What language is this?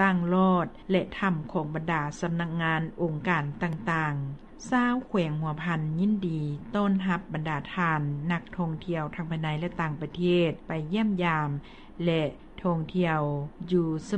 Lao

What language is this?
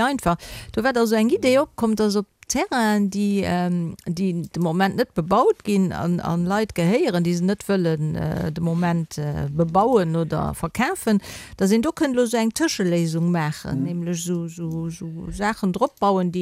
Luxembourgish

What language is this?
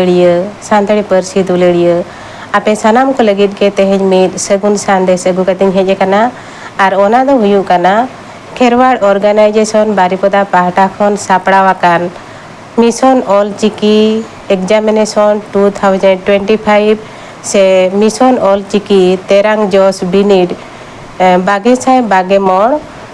Santali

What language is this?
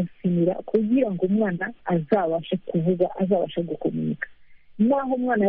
Kinyarwanda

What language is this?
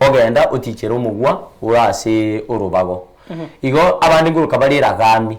Gusii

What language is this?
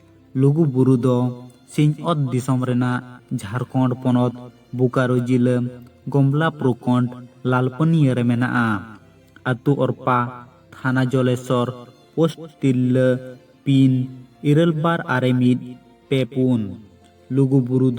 Santali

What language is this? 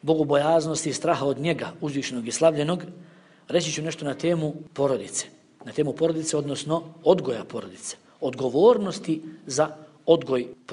Bosnian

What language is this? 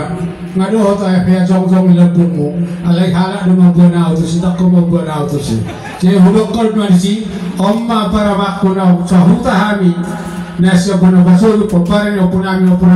Batak Toba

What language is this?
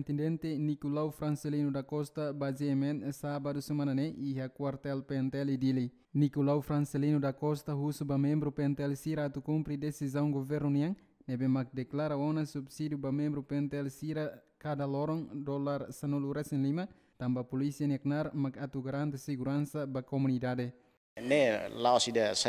Tetum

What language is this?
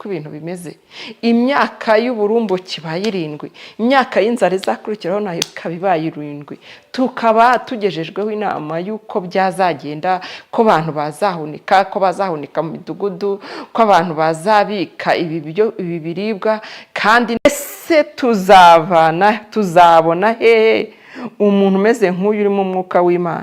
Kinyarwanda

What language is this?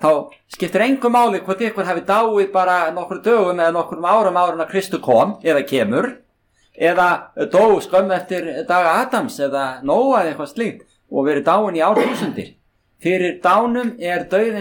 Icelandic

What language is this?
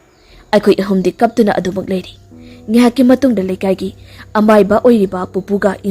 Manipuri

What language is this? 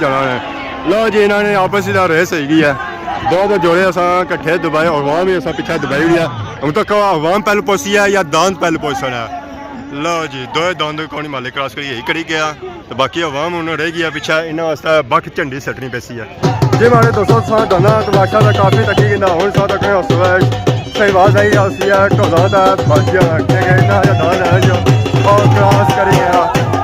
Pahari-Potwari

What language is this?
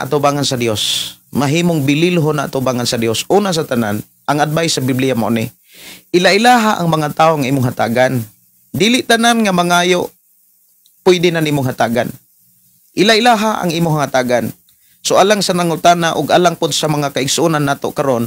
Cebuano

